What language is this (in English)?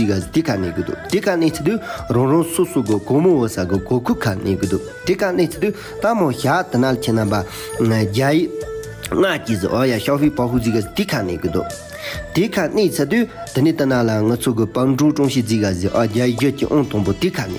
Tibetan